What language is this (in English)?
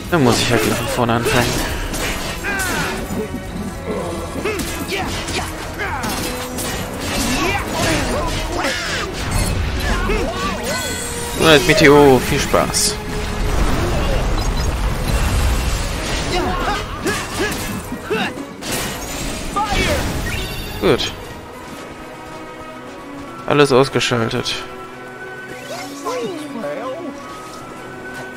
German